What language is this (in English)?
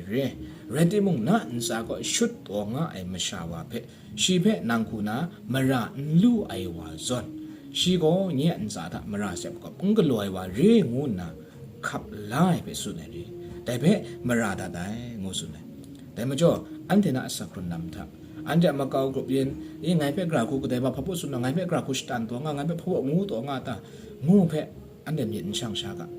Kachin